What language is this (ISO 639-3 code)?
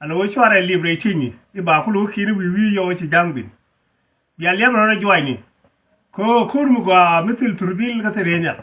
nus